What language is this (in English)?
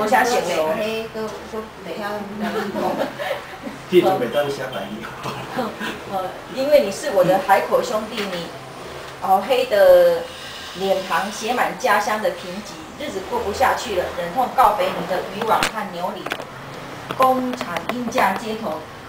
Chinese